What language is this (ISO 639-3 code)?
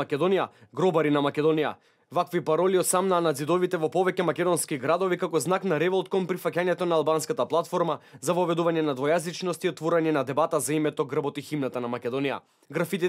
mkd